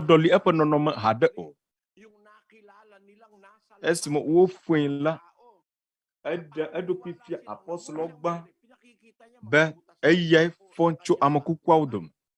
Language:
Ewe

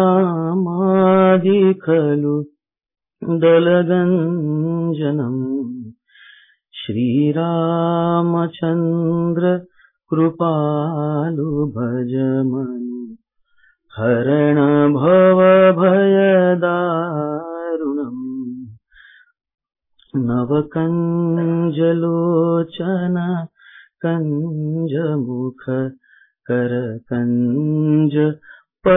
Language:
Marathi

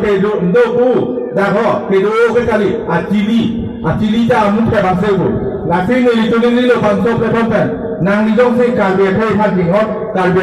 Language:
Karbi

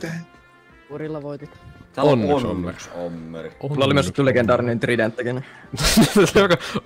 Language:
Finnish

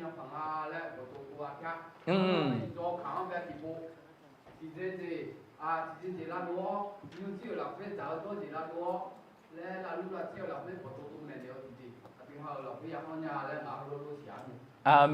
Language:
Akha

